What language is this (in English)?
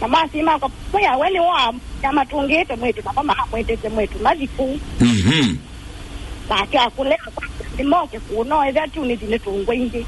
Kamba